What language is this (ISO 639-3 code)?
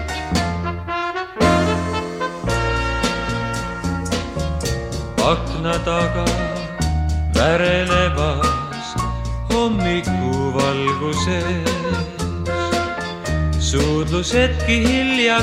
est